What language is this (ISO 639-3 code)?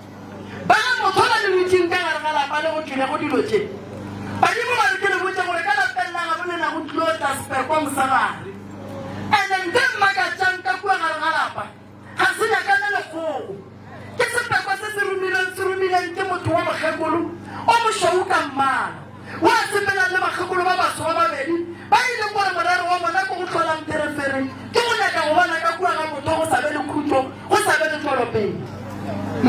nso